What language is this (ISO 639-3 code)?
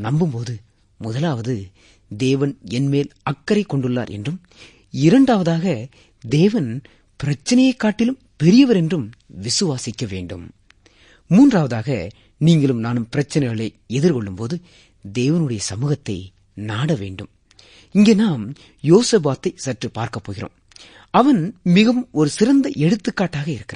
tam